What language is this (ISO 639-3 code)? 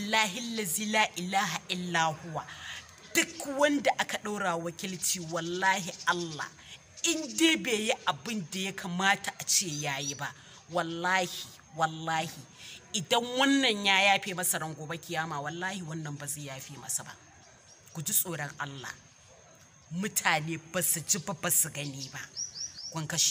hau